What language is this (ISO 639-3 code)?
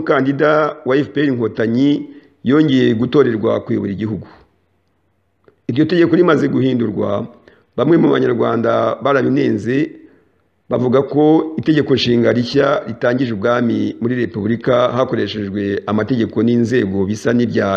kin